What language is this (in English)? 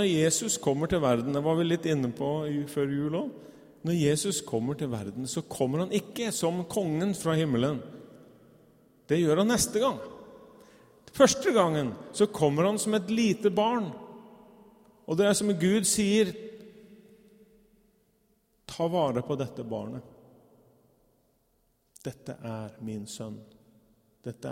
Norwegian